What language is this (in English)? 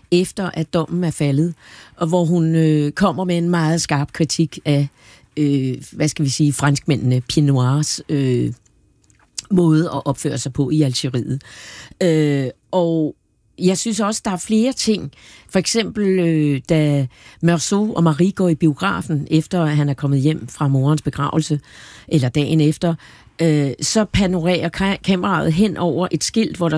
Danish